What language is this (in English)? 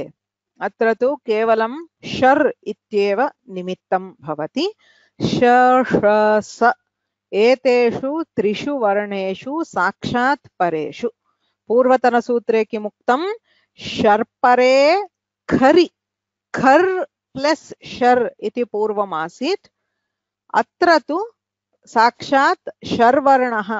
Sanskrit